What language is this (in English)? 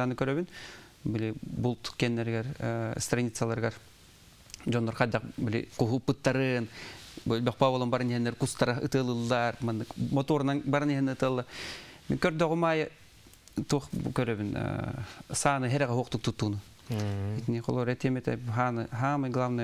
Yakut